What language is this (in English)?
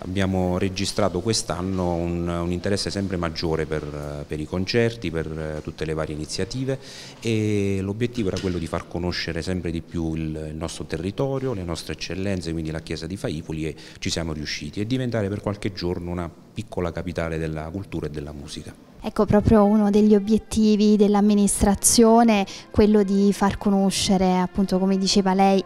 Italian